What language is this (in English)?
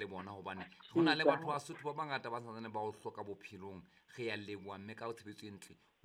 Southern Sotho